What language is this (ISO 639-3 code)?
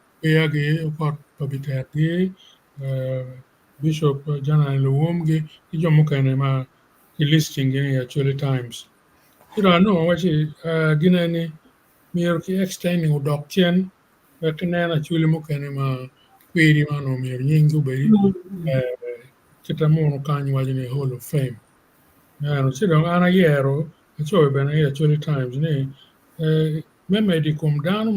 ach